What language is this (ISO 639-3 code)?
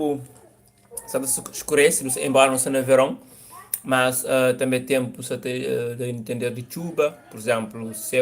kea